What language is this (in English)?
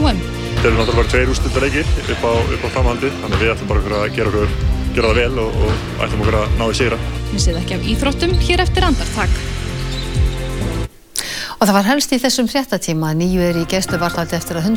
Icelandic